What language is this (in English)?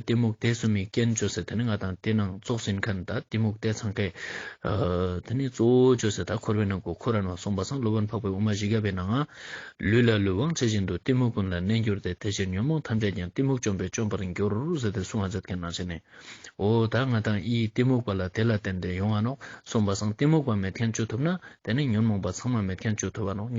Ladakhi